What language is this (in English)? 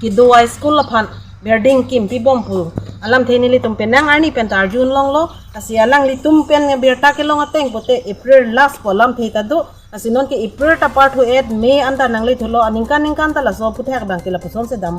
Karbi